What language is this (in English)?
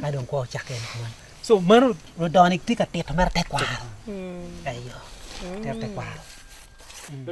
Acoli